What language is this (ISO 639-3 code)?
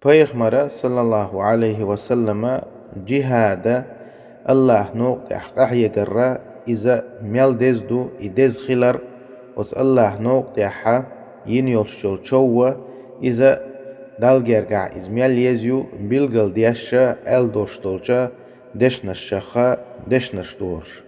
che